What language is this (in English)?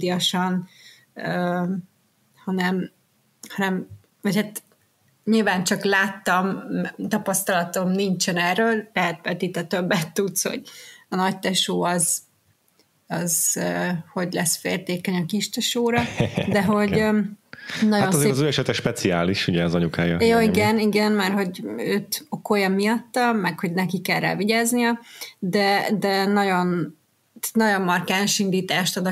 Hungarian